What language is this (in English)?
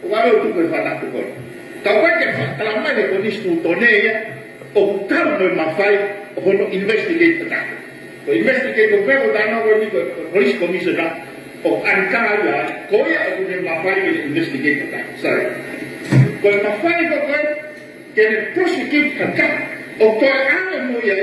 Tongan